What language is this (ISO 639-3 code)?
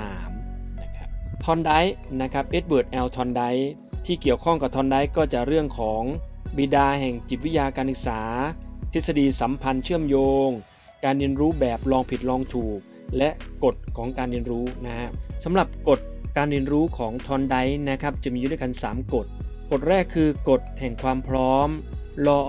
tha